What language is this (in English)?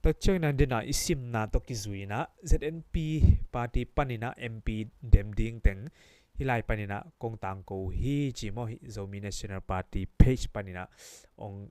Tedim Chin